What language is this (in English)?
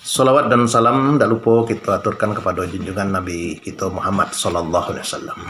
Minangkabau